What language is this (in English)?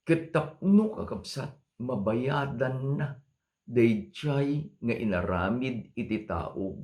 Iloko